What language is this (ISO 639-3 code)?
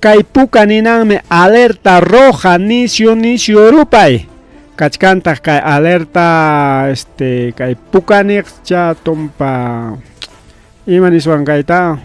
quy